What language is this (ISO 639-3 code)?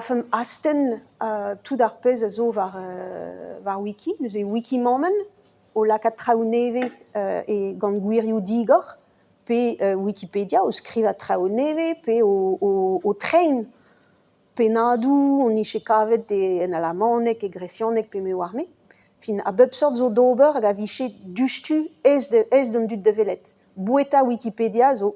bre